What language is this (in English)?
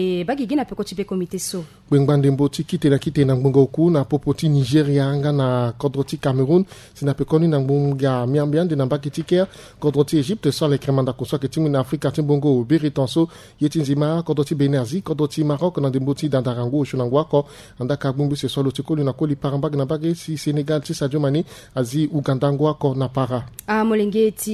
Sango